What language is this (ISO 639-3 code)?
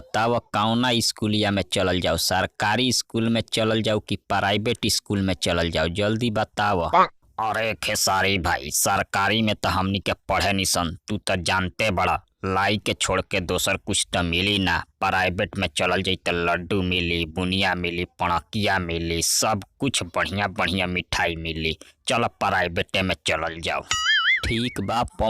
bho